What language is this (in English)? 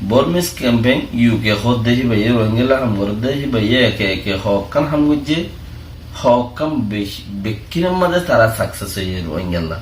Rohingya